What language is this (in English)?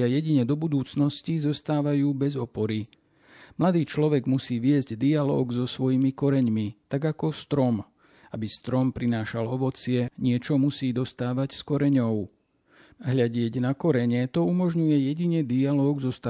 Slovak